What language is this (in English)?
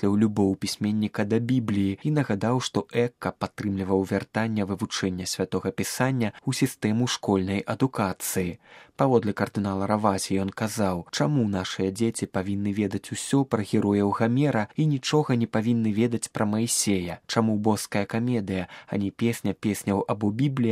Belarusian